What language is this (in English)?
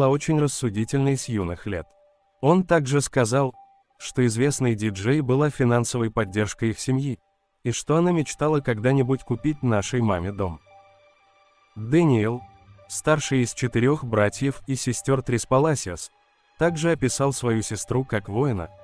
Russian